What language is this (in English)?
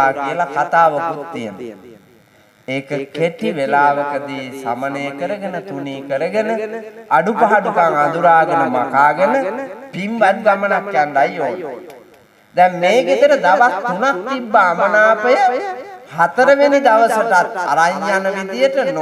Sinhala